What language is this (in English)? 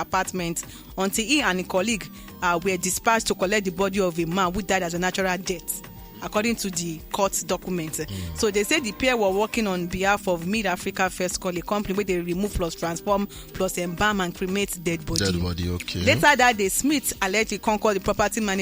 Nigerian Pidgin